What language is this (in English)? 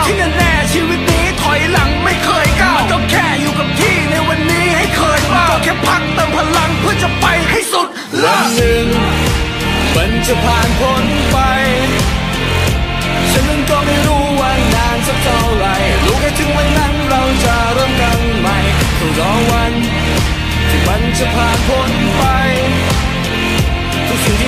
Thai